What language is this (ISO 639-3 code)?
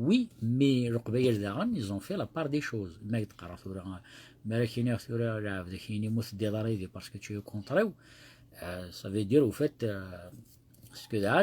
kab